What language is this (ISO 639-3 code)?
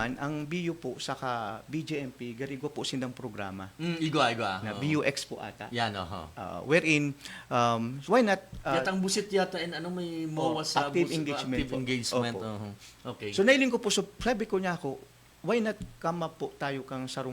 bik